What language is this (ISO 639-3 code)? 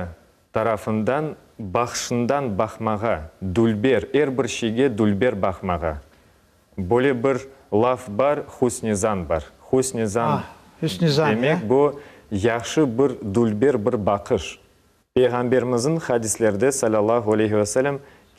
crh